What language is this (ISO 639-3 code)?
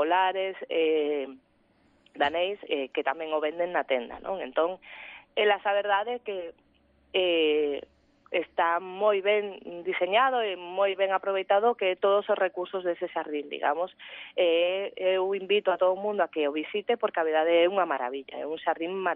glg